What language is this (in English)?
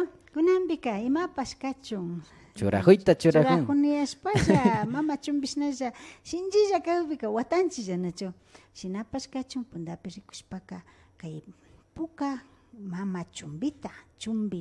Imbabura Highland Quichua